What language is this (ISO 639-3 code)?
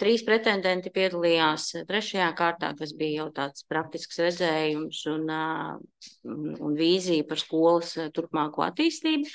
lav